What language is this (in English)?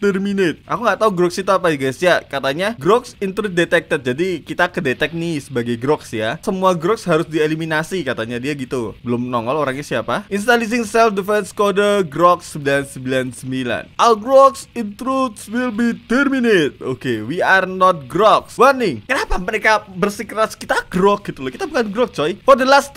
Indonesian